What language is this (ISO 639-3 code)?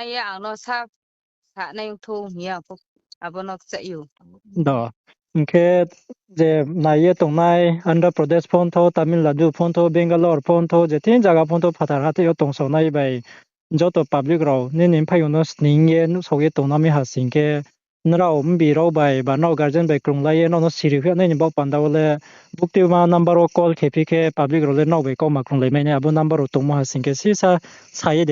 ria